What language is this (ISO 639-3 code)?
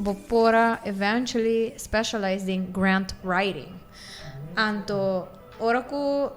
pap